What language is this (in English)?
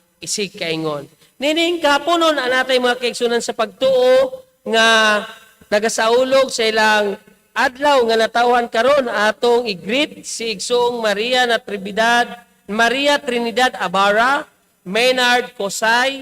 Cebuano